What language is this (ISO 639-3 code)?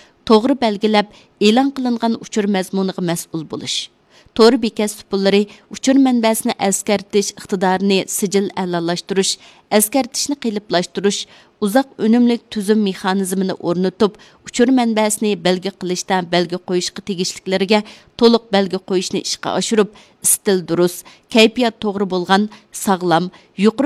uig